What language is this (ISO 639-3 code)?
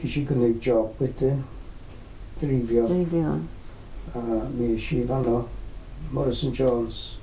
cym